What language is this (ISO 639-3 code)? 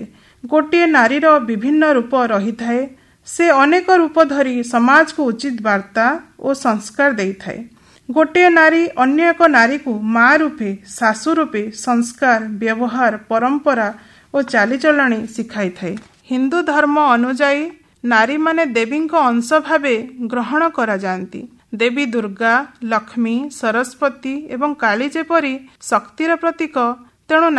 ori